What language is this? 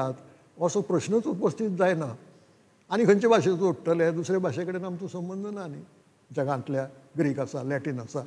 Konkani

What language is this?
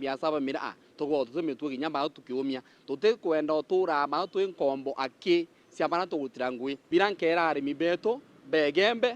Meru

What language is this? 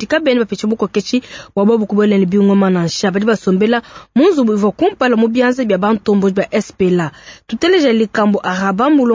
Luba-Lulua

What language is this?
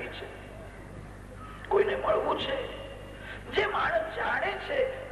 Gujarati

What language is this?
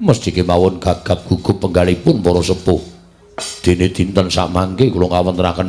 Javanese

